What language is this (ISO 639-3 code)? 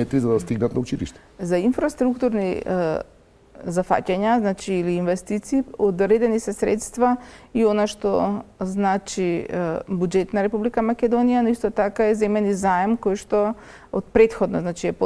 mkd